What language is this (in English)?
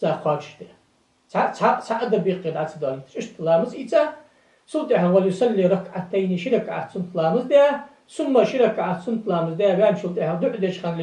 Ingush